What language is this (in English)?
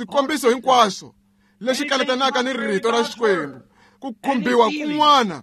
Tsonga